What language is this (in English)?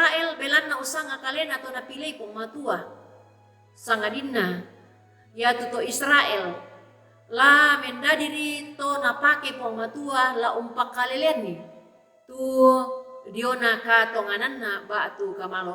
Toraja-Sa'dan